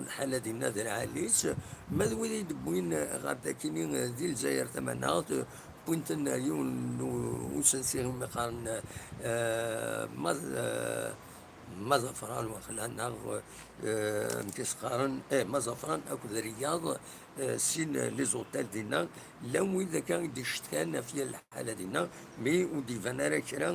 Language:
Kabyle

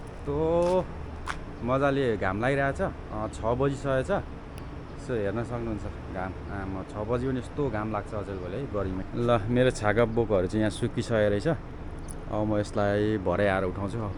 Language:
Nepali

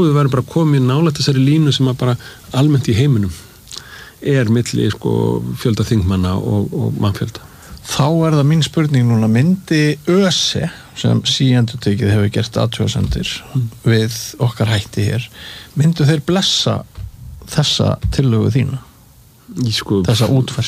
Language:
Icelandic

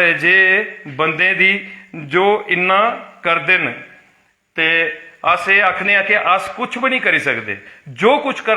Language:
Dogri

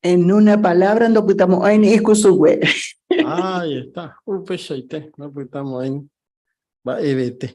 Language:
Guarani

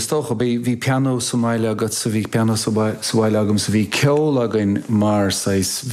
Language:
Irish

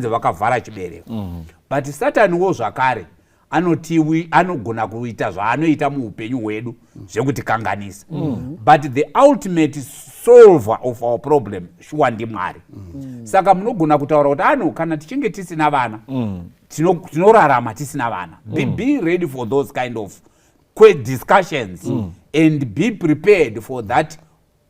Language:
Shona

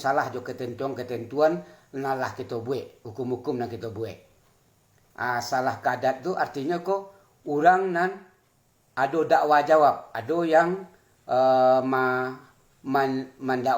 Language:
Minangkabau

